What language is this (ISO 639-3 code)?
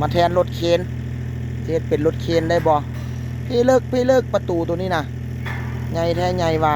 lao